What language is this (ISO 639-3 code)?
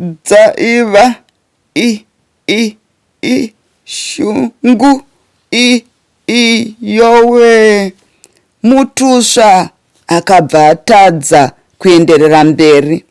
sna